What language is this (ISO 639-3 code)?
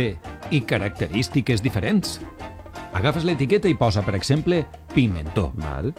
cat